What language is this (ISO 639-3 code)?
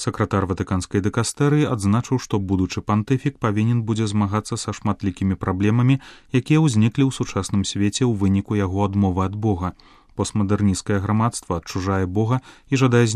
bel